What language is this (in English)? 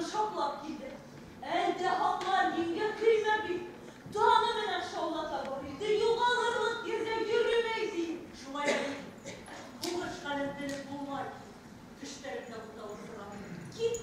Bashkir